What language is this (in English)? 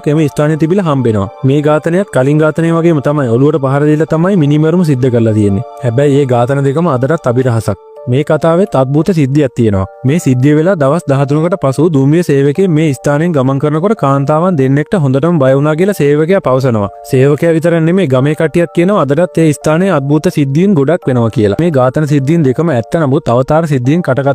Sinhala